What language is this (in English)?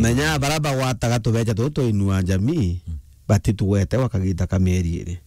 Meru